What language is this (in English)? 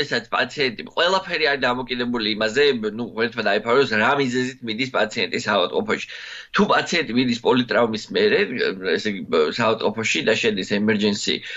Georgian